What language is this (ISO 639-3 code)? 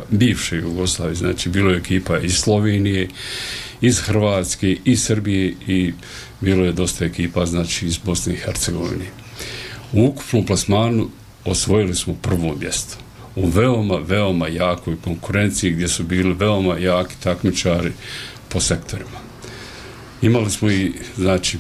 bos